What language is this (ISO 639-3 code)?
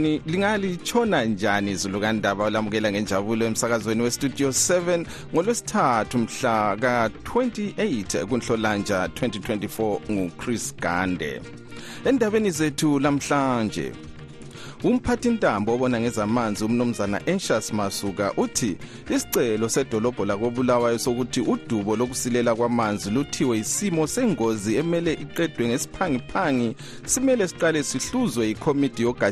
nde